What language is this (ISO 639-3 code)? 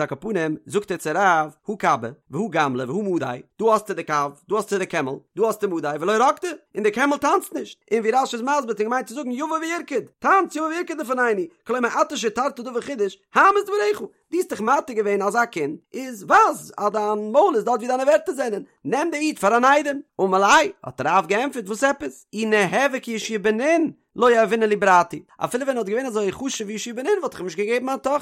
yid